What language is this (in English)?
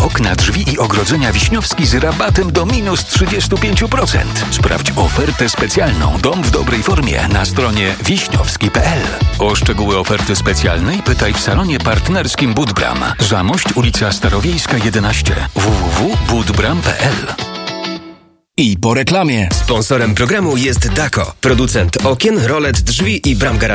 Polish